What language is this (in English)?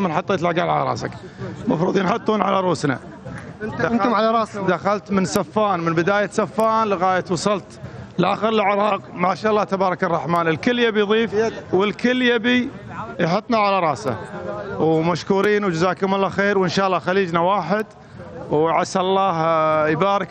Mesopotamian Arabic